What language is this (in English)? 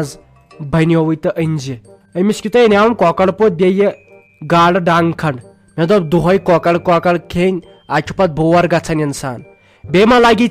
Kashmiri